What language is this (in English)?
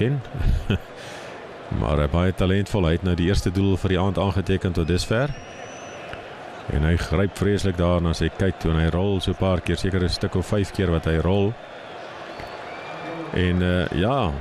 Afrikaans